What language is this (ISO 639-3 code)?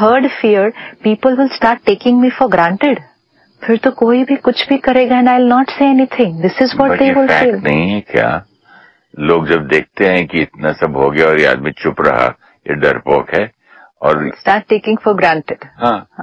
hin